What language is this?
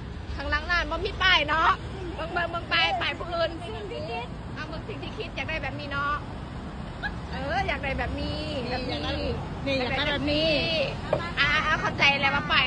Lao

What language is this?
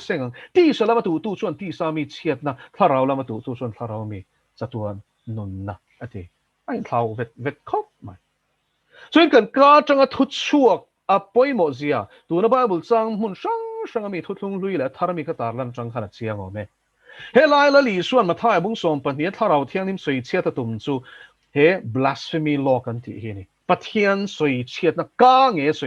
Mizo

